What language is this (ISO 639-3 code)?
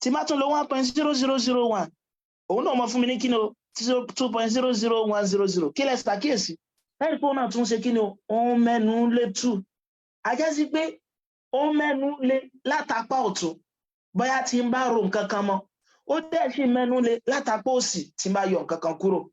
yor